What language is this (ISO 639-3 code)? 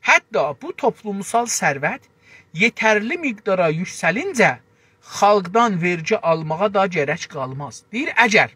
azb